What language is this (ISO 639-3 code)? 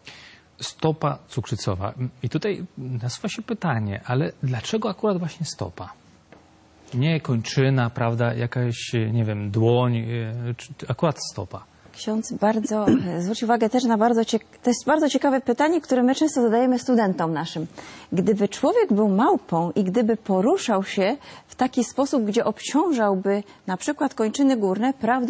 pol